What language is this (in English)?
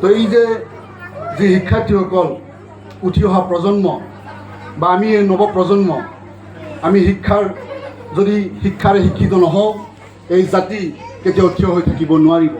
Assamese